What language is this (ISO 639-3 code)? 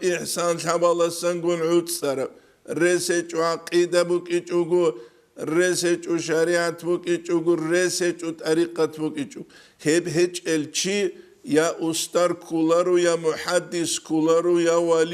ava